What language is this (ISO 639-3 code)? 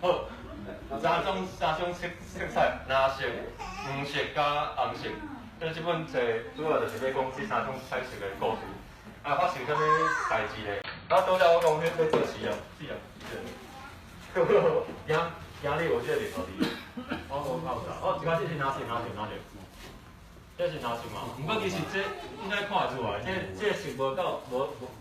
nan